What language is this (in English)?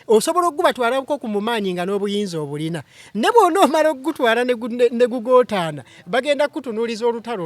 Ganda